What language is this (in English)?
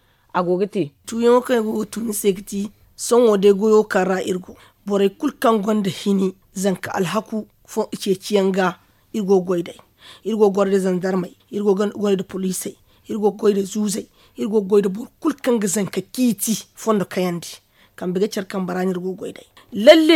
Zarma